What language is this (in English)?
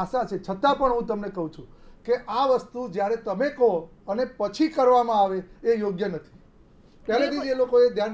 Gujarati